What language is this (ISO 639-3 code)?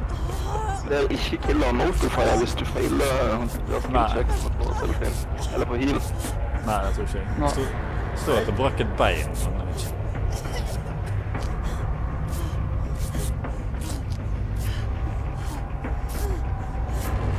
nor